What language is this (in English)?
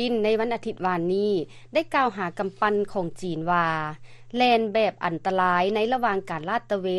Lao